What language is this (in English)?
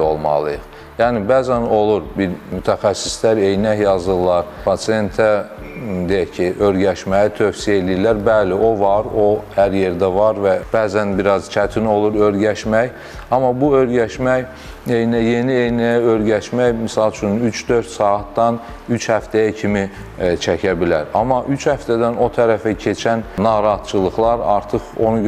Azerbaijani